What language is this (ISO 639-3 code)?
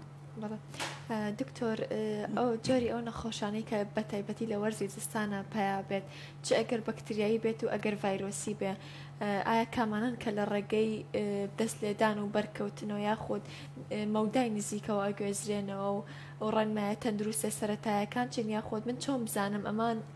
ckb